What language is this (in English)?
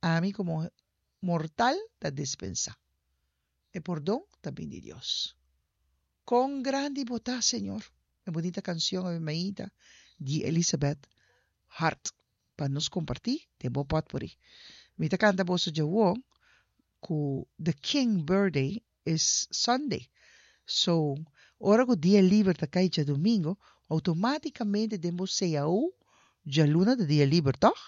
Papiamento